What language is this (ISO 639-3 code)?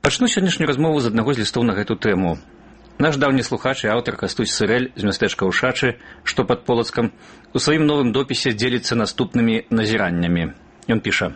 bel